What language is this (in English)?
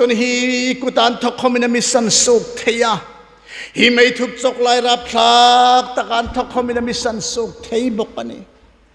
Hmar